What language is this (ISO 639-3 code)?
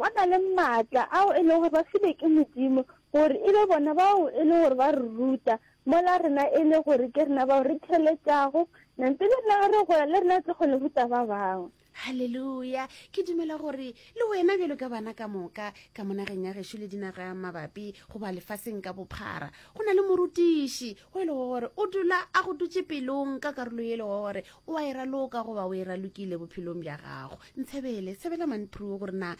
nso